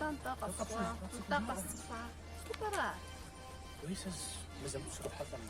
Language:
Kabardian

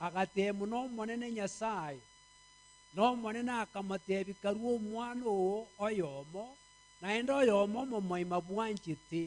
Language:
Gusii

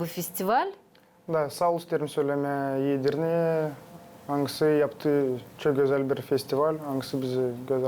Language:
Gagauz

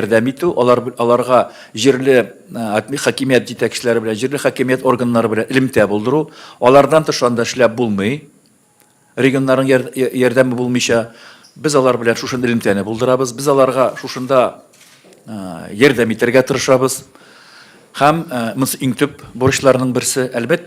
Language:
Tatar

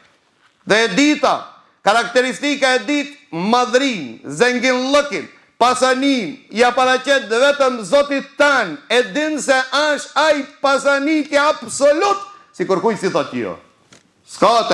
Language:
Albanian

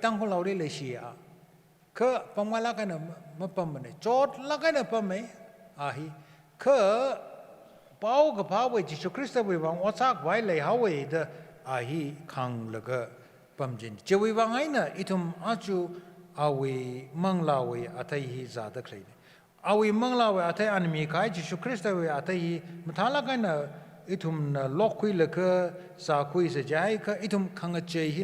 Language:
Tangkhul Naga (India)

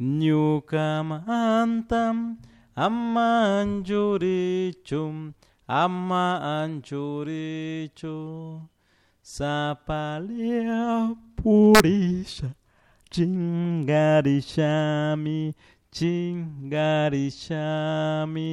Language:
Chimborazo Highland Quichua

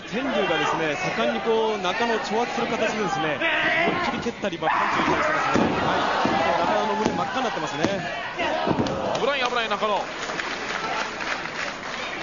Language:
Japanese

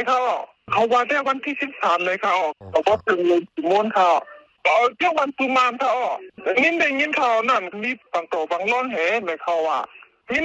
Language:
Shan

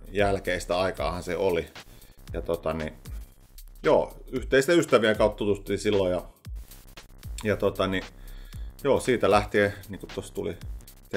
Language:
Finnish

